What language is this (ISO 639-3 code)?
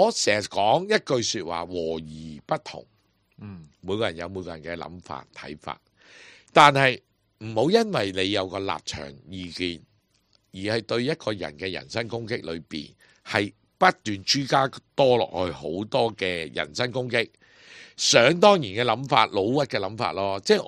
yue